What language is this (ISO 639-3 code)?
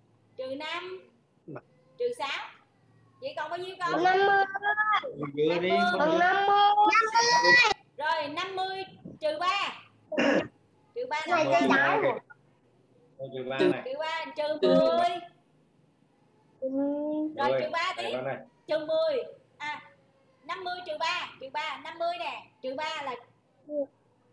vie